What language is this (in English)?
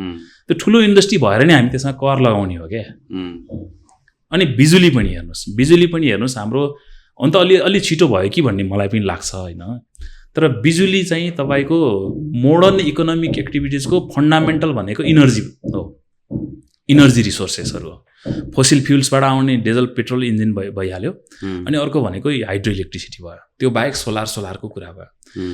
Nepali